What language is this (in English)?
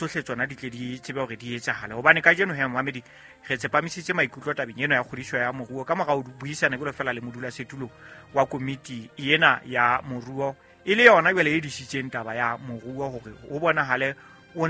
Southern Sotho